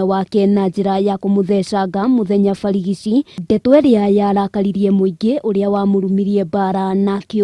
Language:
Kikuyu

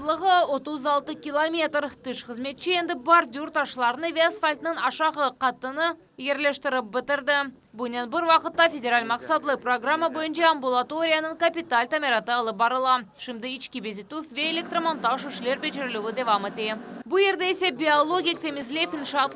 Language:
Crimean Tatar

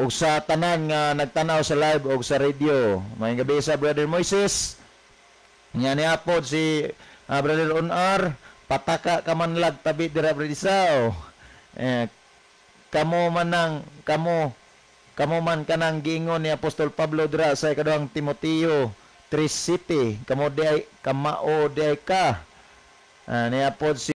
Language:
Cebuano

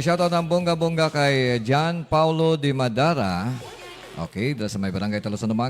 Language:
Hiligaynon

